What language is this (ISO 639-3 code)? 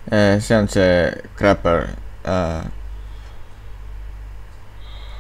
est